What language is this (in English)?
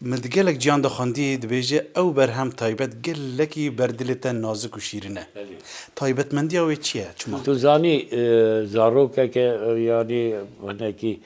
Kurdish